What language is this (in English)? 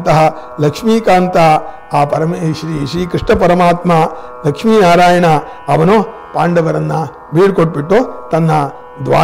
Kannada